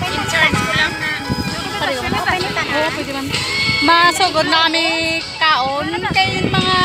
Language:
Hiligaynon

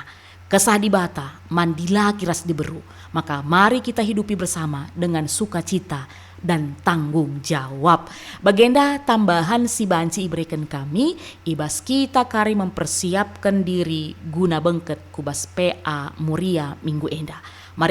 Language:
Batak Karo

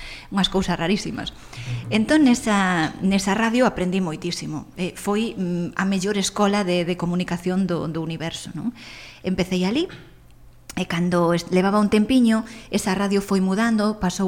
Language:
Galician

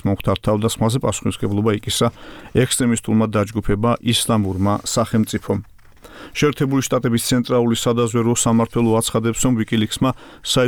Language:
Georgian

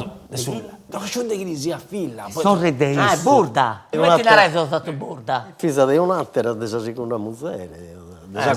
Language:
Sardinian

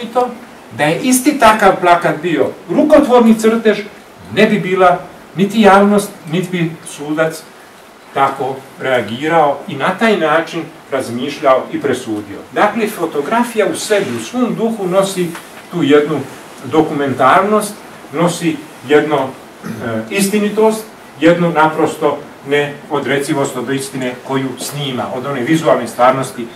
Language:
Croatian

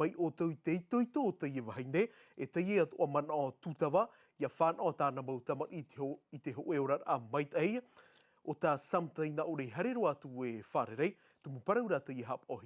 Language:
Tahitian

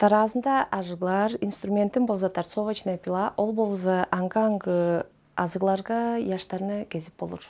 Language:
Tuvinian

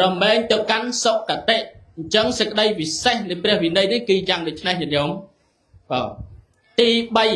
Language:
Khmer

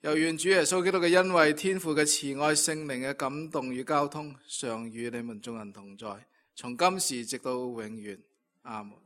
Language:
Cantonese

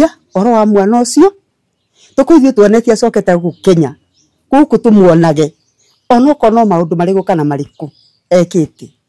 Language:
Kikuyu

